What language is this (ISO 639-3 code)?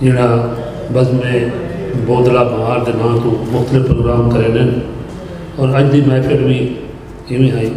skr